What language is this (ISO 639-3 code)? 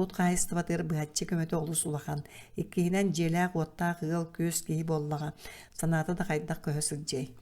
sah